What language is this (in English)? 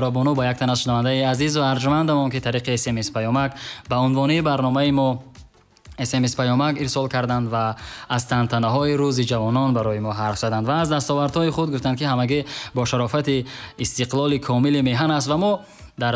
Tajik